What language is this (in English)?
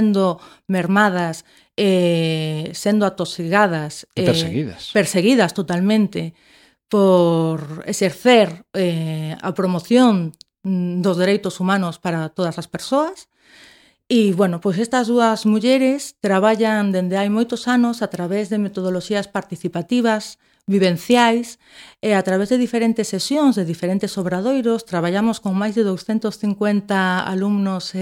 Galician